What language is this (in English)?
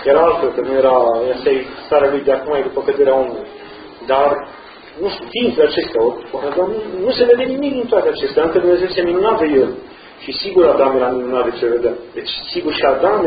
Romanian